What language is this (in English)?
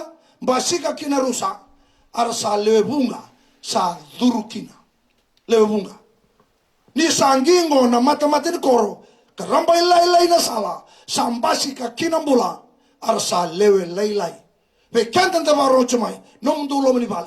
Fijian